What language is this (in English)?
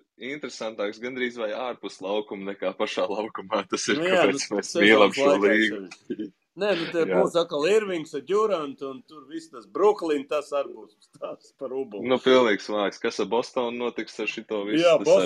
Latvian